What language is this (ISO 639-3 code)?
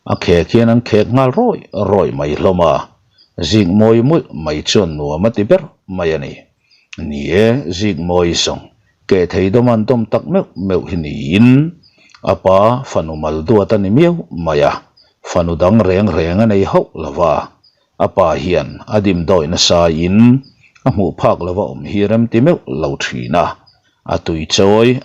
lus